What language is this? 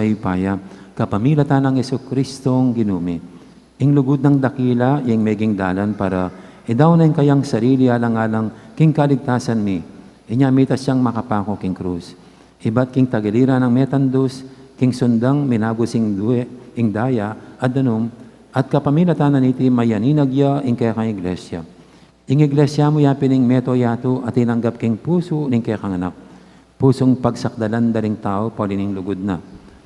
Pampanga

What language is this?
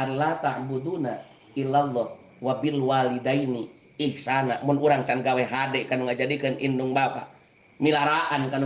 Sundanese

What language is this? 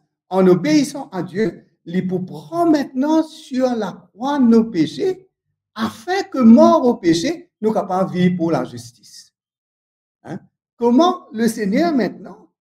Morisyen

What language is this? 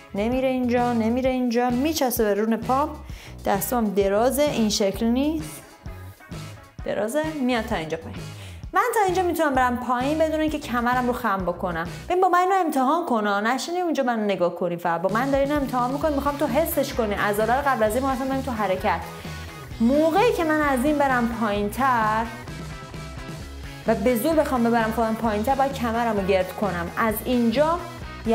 Persian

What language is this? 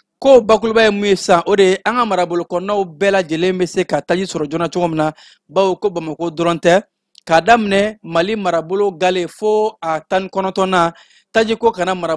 Bambara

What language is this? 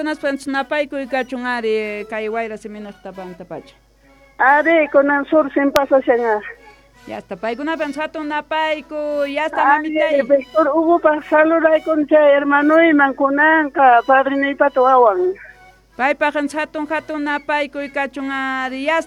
South Bolivian Quechua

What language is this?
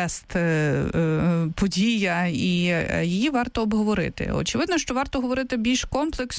Ukrainian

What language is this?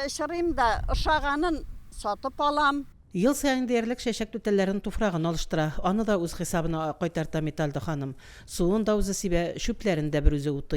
Tatar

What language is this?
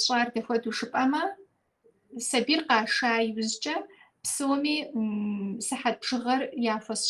Kabardian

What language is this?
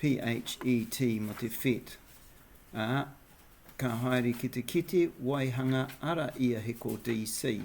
Māori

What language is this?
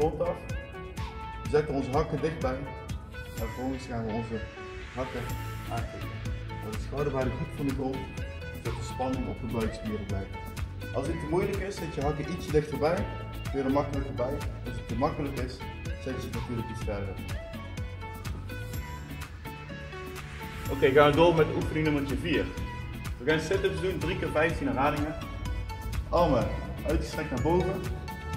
Dutch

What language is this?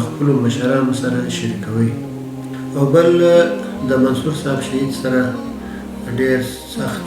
Pashto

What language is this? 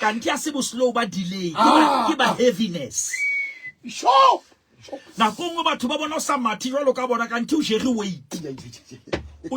Southern Sotho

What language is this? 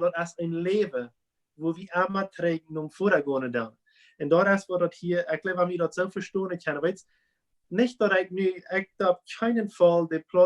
Plautdietsch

